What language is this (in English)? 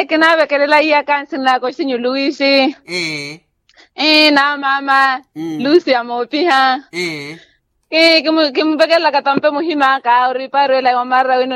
Makhuwa